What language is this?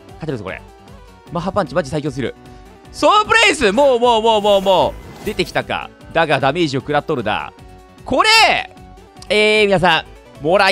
Japanese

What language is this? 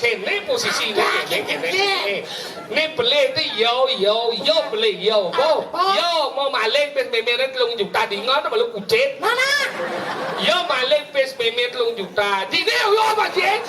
Balinese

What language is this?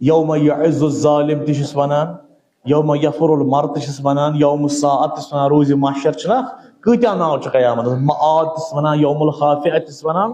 Kashmiri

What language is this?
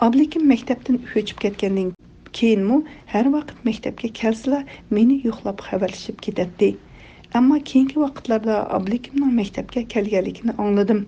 Uyghur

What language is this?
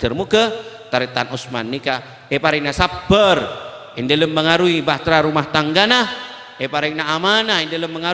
Madurese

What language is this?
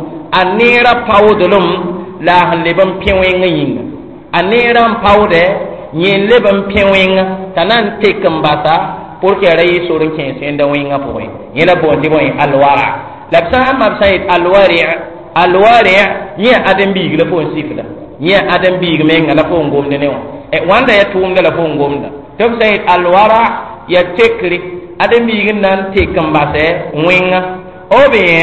Mossi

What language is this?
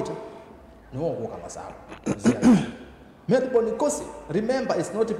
Kamba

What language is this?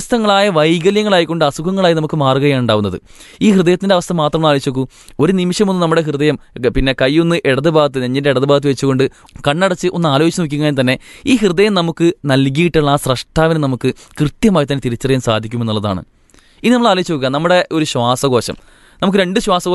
Malayalam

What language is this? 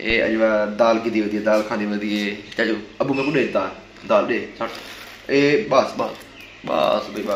Saraiki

